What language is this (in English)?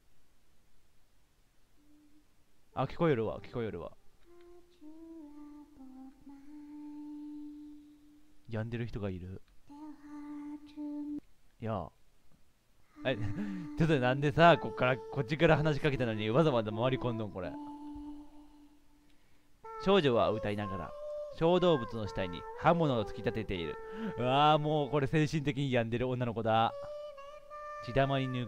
Japanese